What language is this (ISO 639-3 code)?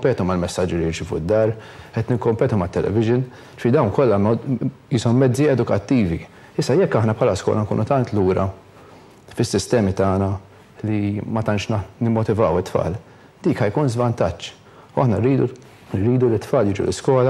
mlt